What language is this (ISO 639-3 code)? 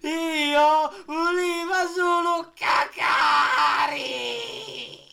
scn